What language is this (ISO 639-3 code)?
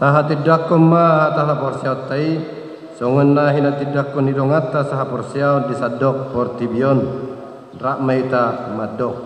bbc